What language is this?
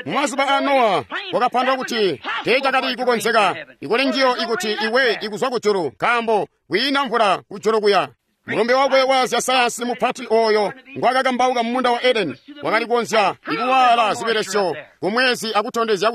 Tonga (Zambia)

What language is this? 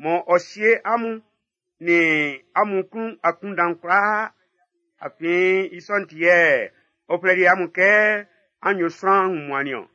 Baoulé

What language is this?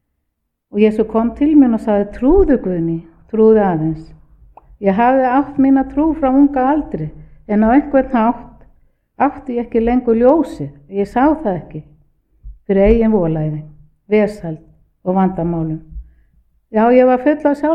Icelandic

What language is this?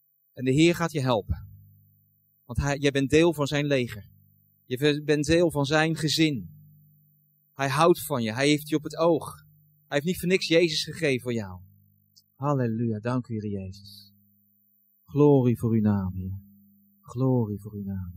Dutch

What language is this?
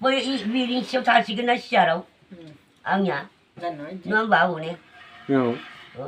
Bodo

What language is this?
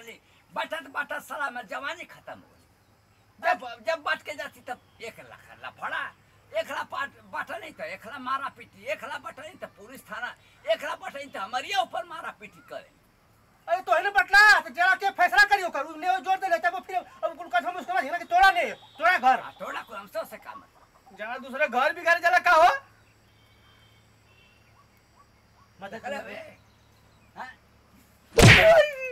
Bhojpuri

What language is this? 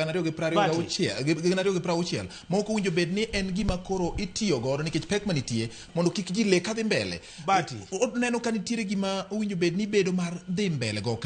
Luo (Kenya and Tanzania)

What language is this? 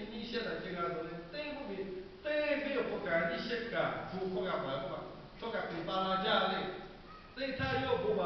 Lahu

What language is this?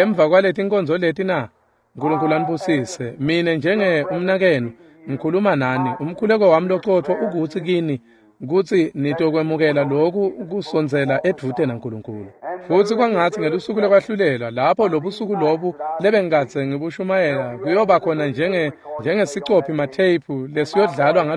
Swati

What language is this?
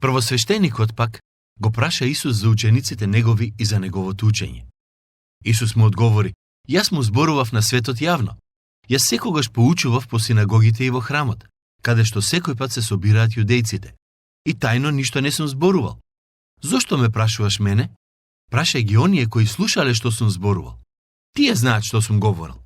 Macedonian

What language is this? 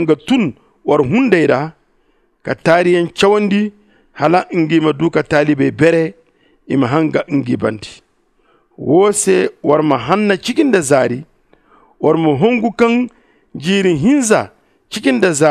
Zarma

